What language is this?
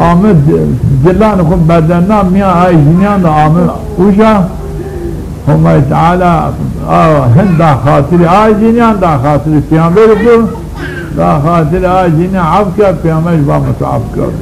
Zaza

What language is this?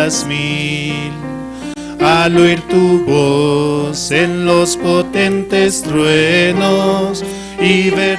Aymara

